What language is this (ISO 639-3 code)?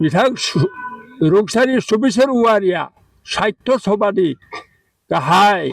brx